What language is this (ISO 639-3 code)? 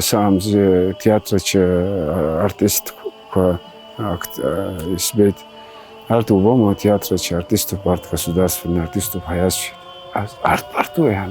abk